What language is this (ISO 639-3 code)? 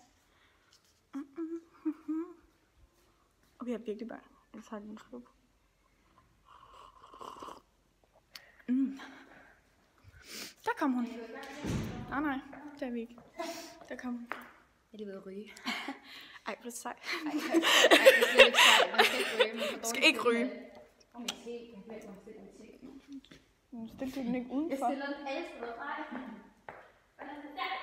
dan